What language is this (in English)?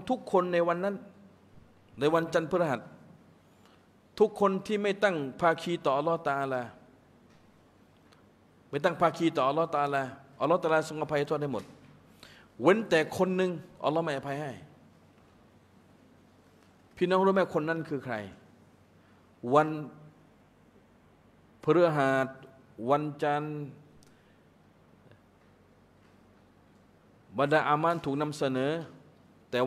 Thai